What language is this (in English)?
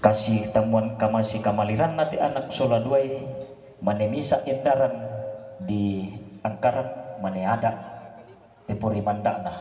Toraja-Sa'dan